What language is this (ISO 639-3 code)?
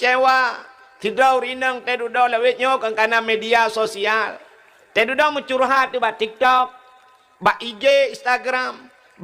ace